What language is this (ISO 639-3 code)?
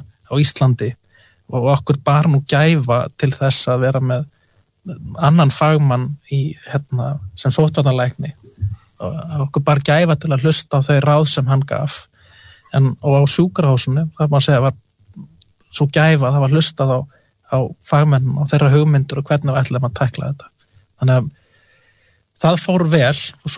isl